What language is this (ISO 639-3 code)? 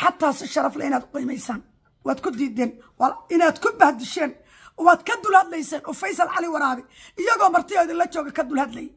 som